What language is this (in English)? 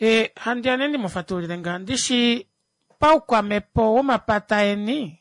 Kuanyama